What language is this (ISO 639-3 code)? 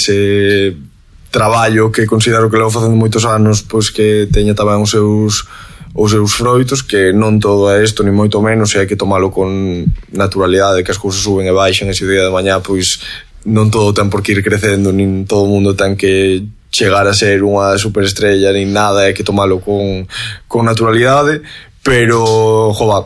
glg